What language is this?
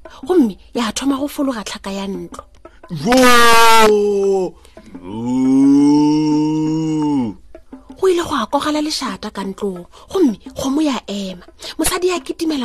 Northern Sotho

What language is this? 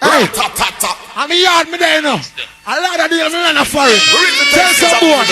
Jamaican Creole English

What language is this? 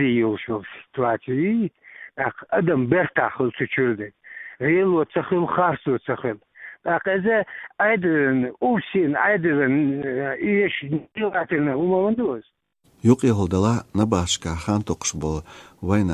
Chechen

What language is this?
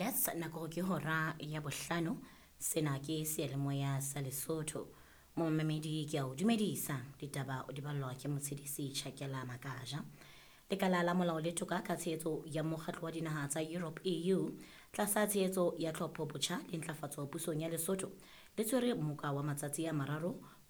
Southern Sotho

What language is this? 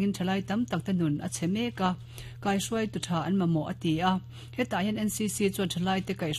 Mizo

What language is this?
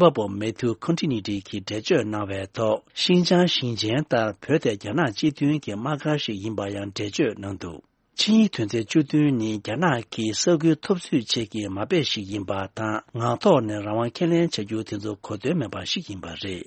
Tibetan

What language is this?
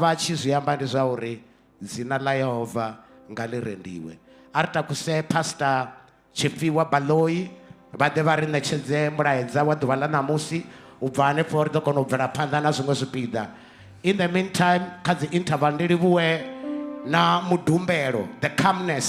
Venda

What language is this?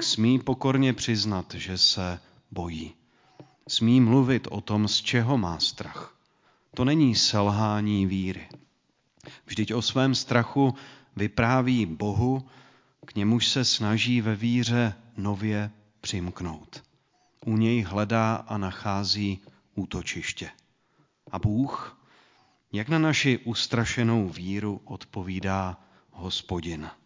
Czech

